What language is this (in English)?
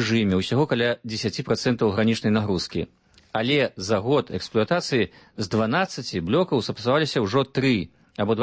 Belarusian